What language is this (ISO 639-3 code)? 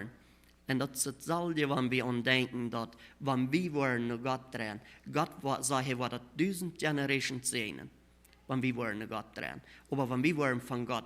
pdt